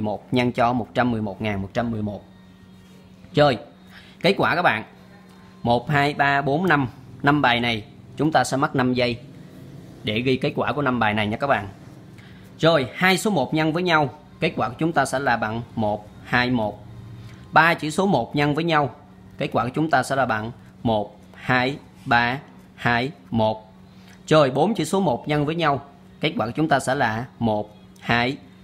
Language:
Vietnamese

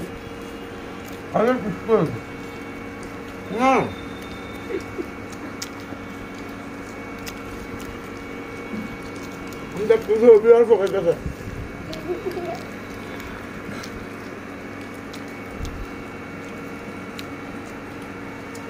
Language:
Bangla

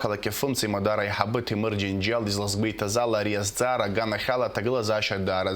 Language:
Abkhazian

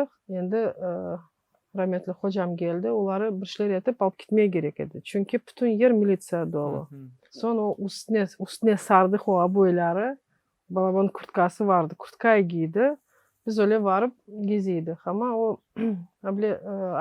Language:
Crimean Tatar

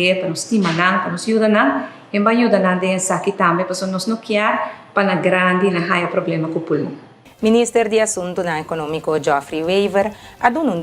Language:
Papiamento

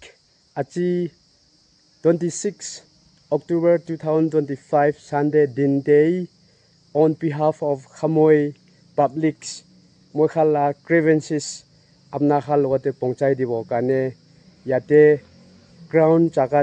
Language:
Naga Pidgin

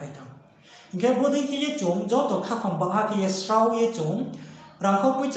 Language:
Riang (India)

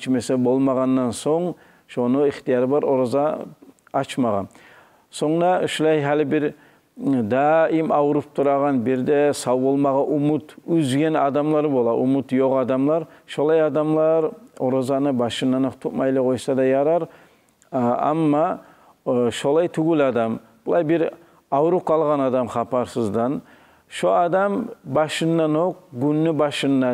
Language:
Kumyk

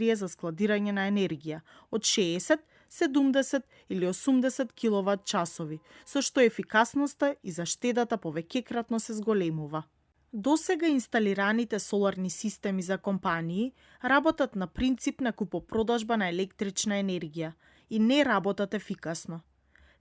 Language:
Macedonian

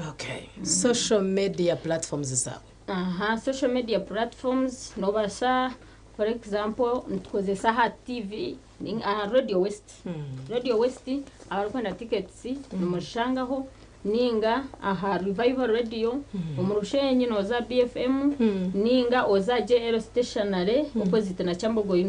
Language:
Nyankole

